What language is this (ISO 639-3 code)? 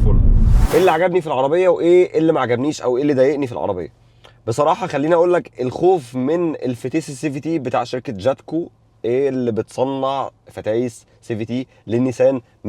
arz